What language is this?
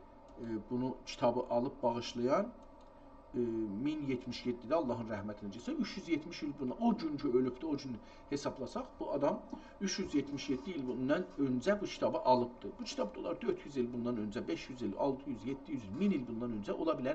South Azerbaijani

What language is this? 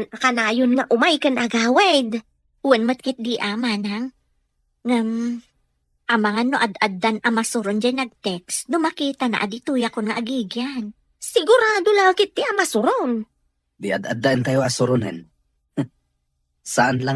Iloko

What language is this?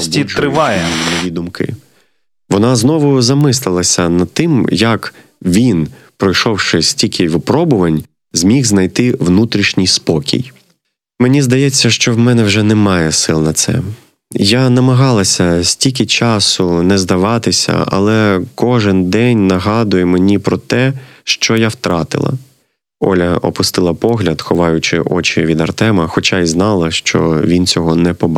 Ukrainian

